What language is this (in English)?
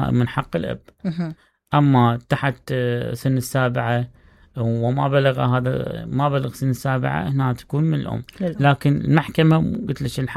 Mesopotamian Arabic